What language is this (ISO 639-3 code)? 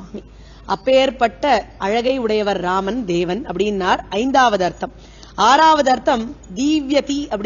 tam